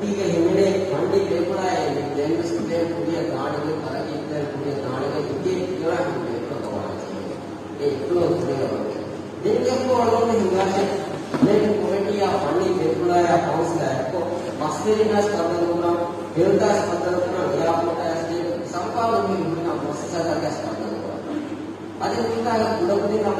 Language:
Divehi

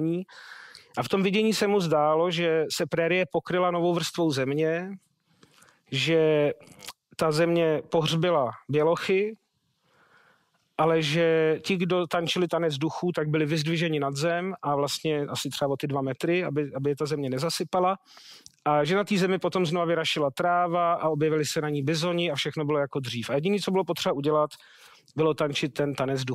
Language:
Czech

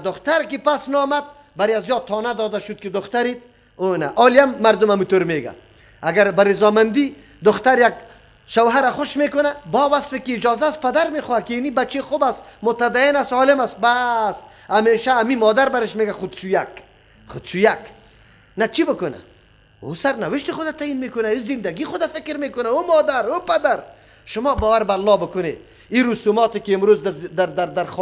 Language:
Persian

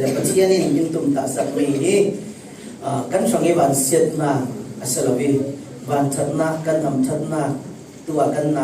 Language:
Falam Chin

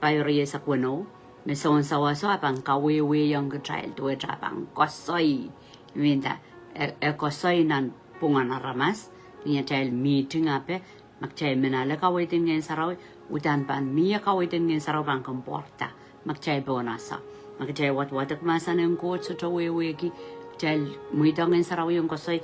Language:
Pohnpeian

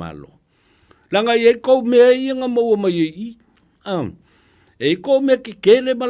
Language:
Samoan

